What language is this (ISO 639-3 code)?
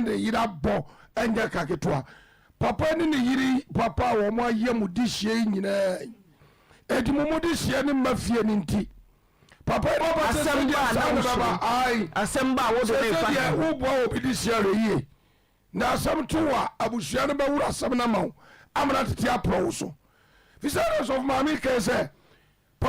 aka